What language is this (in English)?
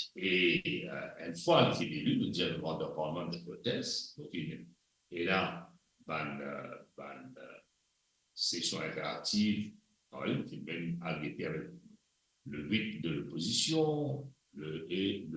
Morisyen